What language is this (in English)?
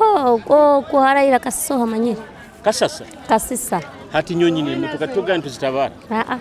Nyoro